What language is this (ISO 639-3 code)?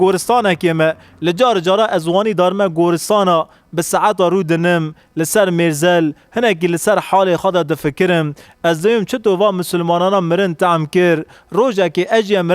kur